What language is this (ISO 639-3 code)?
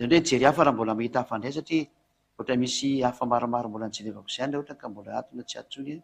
mlg